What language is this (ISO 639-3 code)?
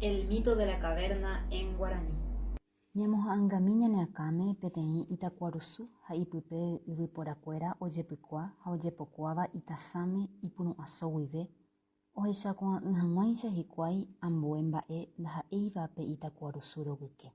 grn